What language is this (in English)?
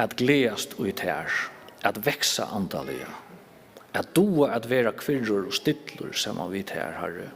Faroese